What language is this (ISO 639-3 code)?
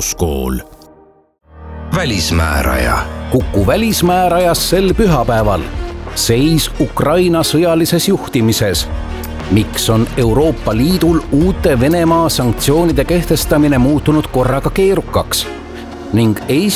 est